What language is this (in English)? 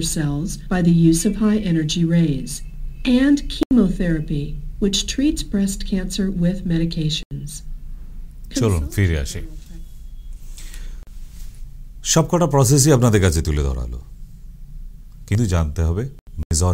Bangla